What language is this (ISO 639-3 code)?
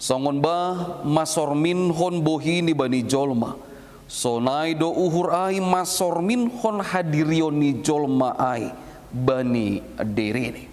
bts